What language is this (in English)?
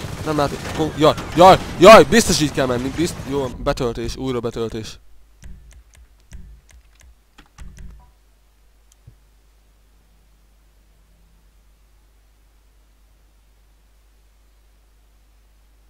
Hungarian